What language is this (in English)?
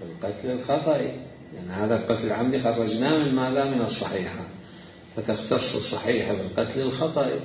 Mesopotamian Arabic